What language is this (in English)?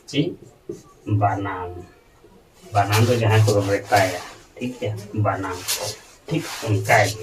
Santali